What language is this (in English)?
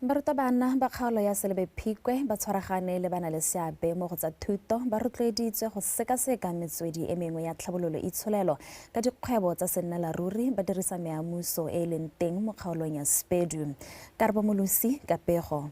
Tswana